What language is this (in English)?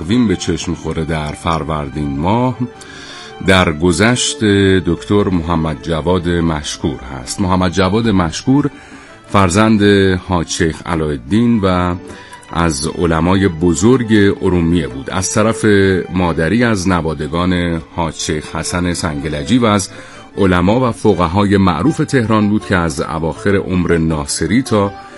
Persian